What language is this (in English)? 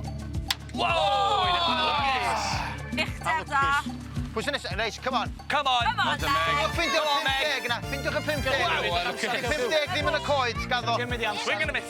Welsh